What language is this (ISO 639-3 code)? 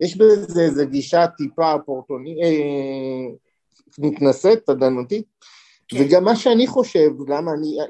heb